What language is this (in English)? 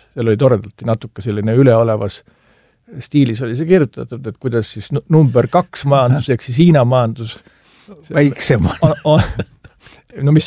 Estonian